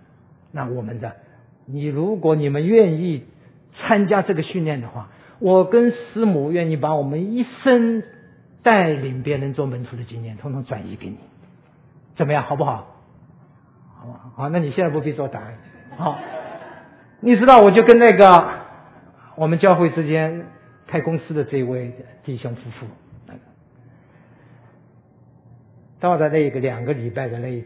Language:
Chinese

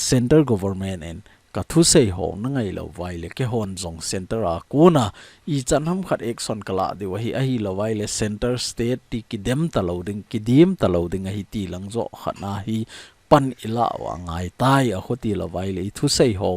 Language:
Thado Chin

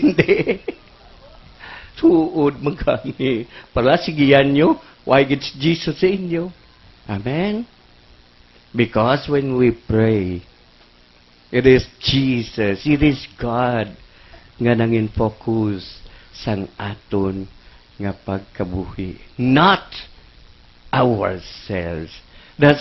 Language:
Hiligaynon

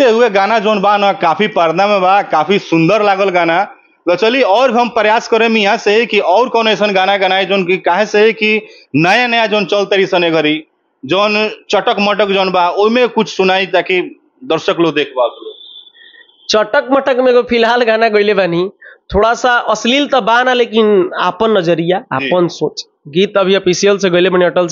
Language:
Bhojpuri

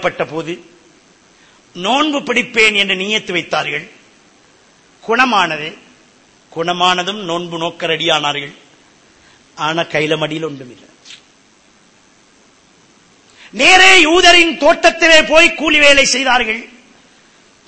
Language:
Tamil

